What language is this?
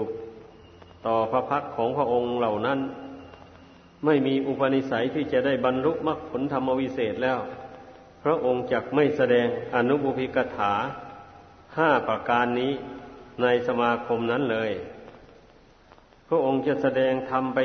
Thai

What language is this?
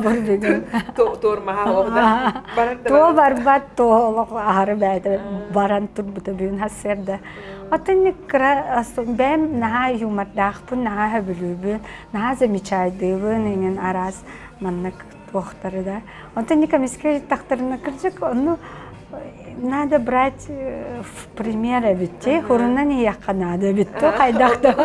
Yakut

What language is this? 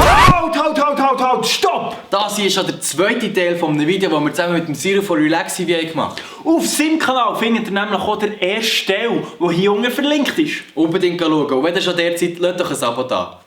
Swiss German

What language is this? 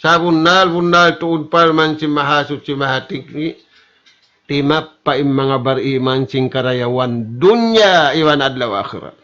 Tausug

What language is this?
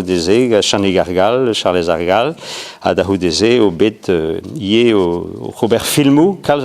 Breton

